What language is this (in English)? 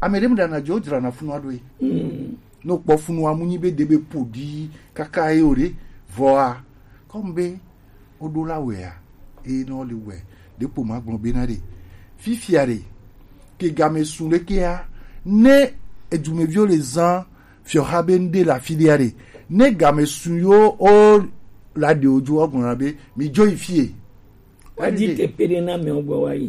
Gen